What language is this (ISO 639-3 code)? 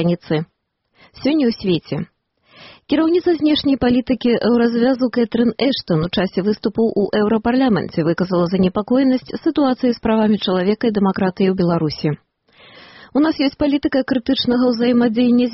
bel